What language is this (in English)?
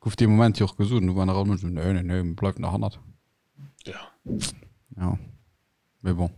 Luxembourgish